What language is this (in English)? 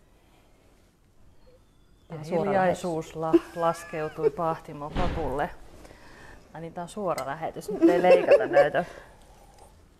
Finnish